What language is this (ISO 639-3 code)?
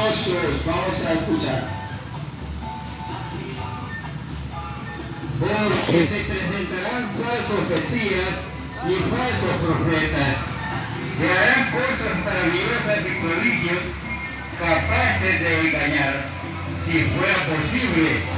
spa